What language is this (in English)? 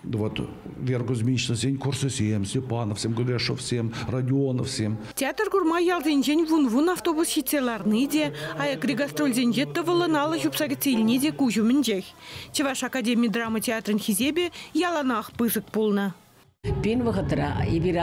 Chuvash